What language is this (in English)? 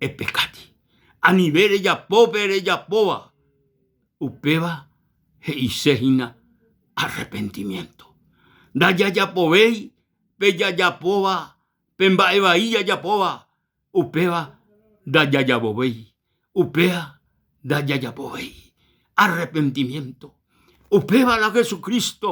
Guarani